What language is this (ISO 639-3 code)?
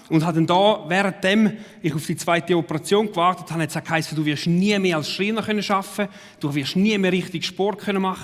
gsw